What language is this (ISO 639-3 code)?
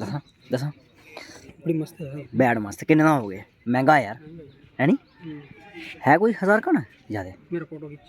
doi